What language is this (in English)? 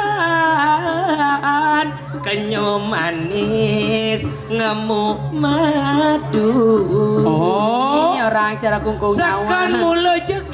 Balinese